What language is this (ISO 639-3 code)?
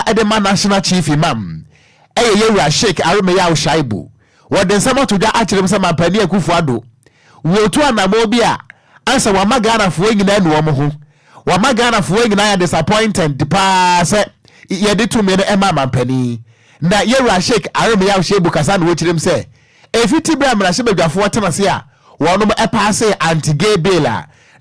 aka